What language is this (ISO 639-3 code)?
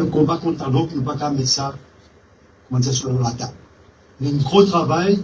mfe